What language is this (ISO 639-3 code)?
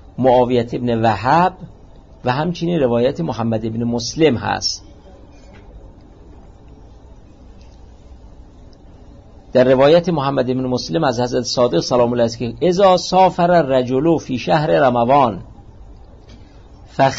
fas